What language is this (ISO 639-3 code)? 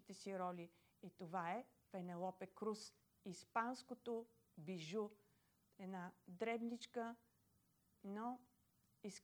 bul